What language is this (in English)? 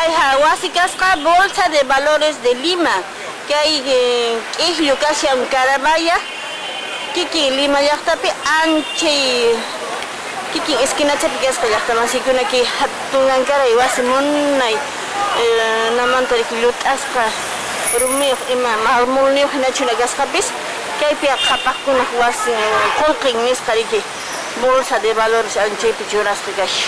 Quechua